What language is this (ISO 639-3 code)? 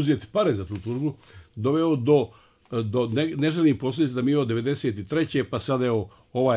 bos